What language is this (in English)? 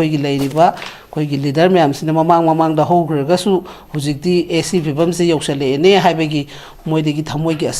Manipuri